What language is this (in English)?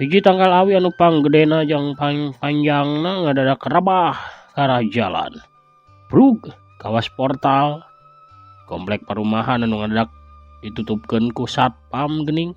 Sundanese